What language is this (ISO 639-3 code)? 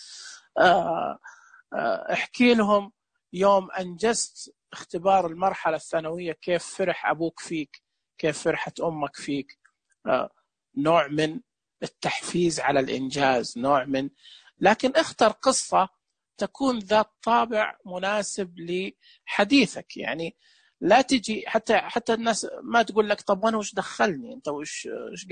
ars